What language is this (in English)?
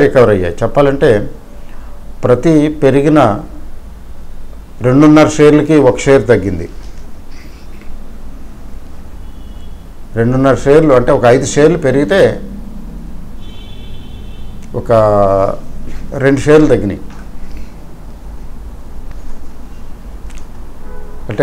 Telugu